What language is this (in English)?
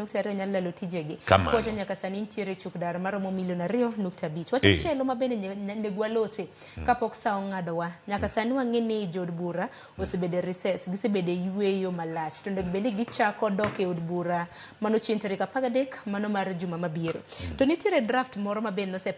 Luo (Kenya and Tanzania)